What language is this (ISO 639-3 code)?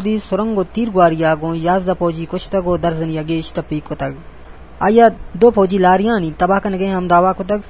bgp